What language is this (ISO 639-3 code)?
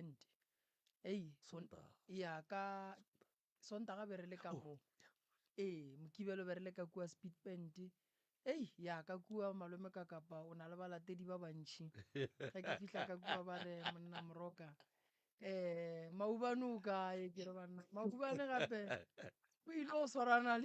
nso